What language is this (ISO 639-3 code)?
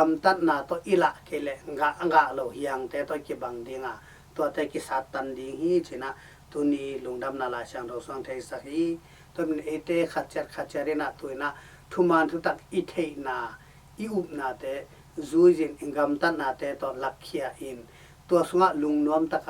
ctd